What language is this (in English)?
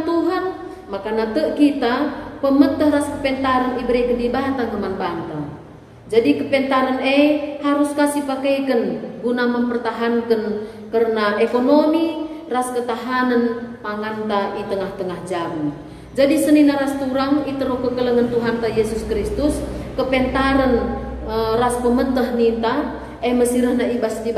Batak Karo